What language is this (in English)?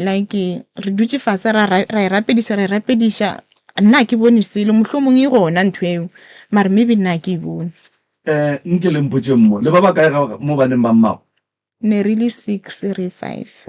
Northern Sotho